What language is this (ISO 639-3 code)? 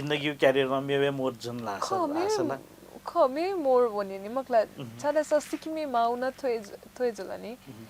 new